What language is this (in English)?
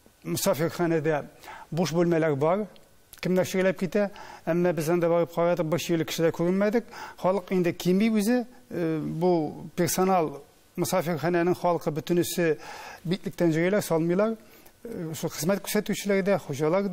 Tatar